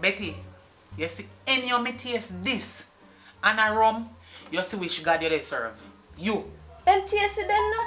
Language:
Jamaican Creole English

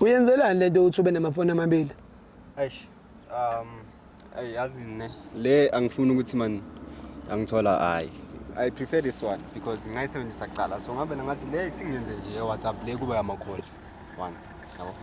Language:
Zulu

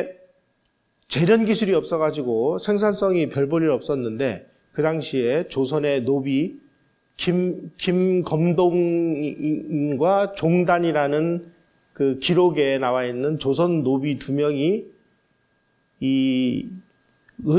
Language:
Korean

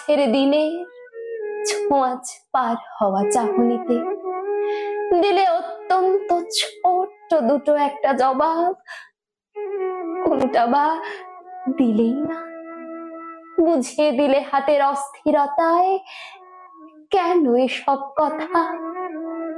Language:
Bangla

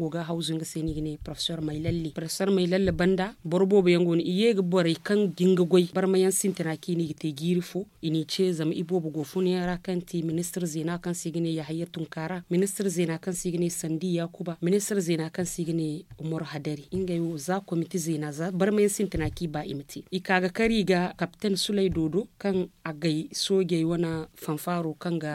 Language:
Zarma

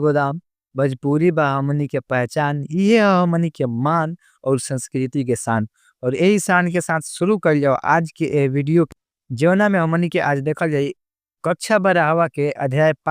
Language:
Bhojpuri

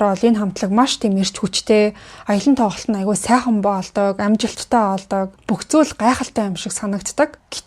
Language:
Mongolian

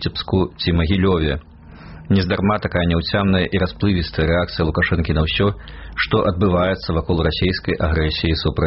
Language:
Belarusian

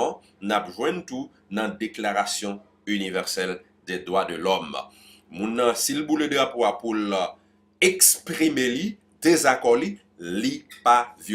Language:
Haitian Creole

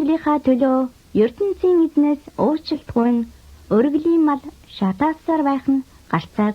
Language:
Mongolian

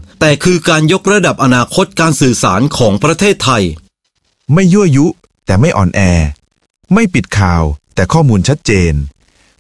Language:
Thai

